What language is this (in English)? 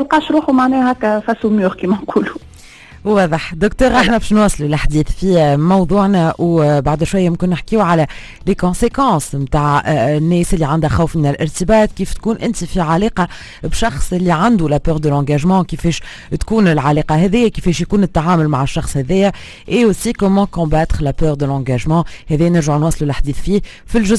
Tunisian Arabic